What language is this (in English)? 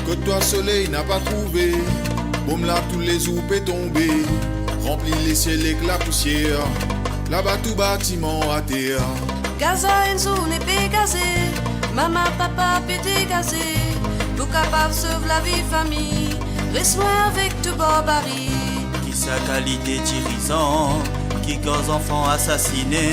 Morisyen